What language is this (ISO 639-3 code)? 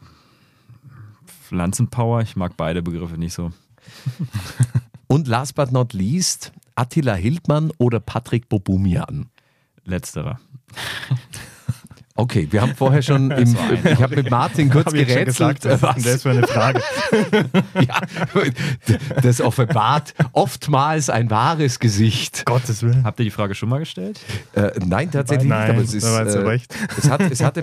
deu